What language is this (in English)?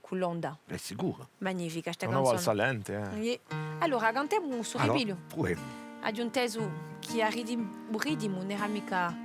Corsican